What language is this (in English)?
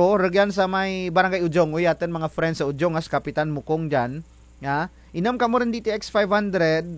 Kinaray-a